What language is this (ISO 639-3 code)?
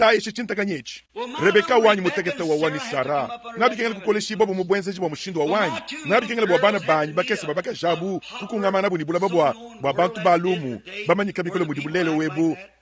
lua